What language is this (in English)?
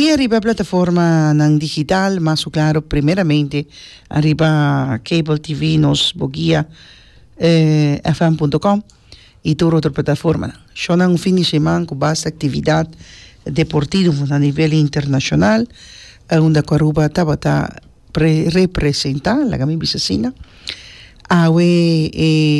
Papiamento